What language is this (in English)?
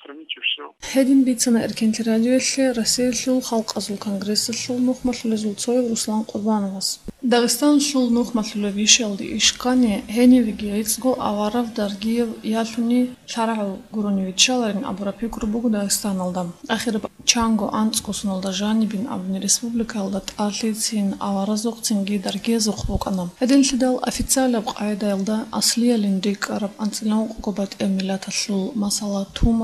Avaric